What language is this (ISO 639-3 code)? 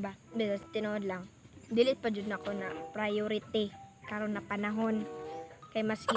ceb